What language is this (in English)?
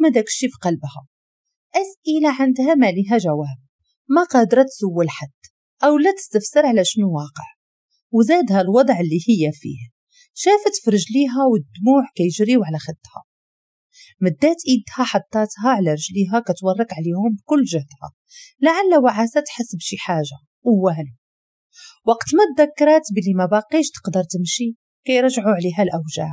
Moroccan Arabic